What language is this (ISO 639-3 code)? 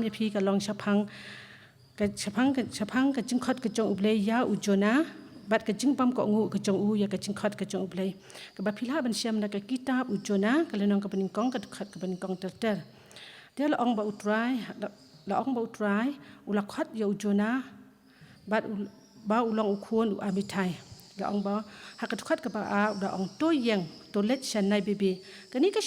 kha